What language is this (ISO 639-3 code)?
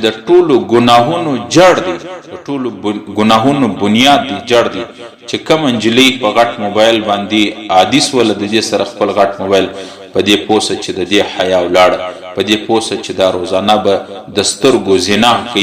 pus